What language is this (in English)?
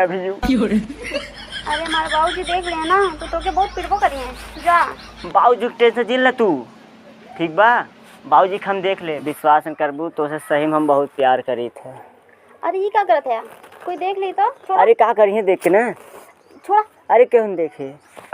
Awadhi